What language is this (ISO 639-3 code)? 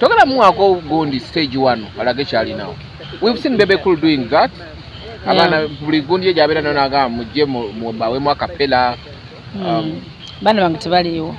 lug